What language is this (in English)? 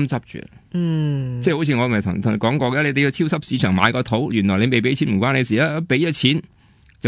Cantonese